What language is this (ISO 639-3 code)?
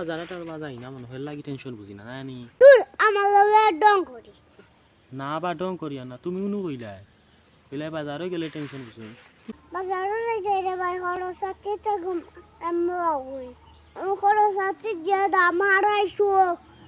syl